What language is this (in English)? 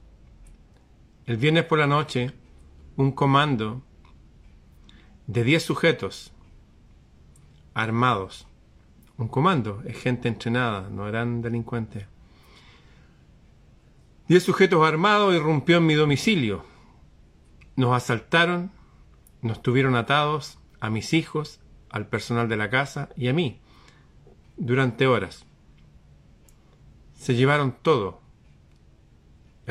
Spanish